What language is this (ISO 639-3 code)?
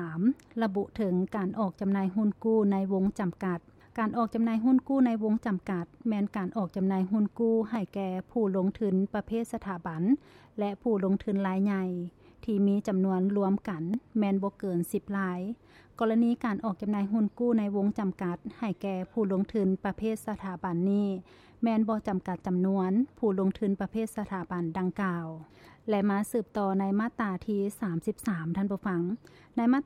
lao